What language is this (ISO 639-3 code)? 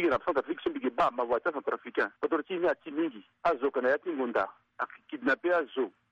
sag